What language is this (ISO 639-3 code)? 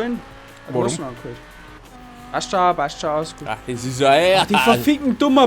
bar